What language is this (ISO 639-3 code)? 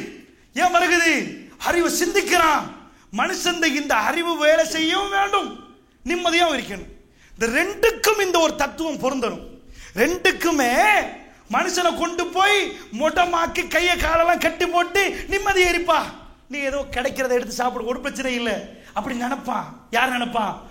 tam